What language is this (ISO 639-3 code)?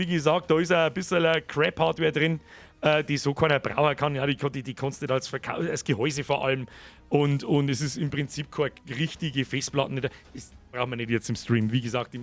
bar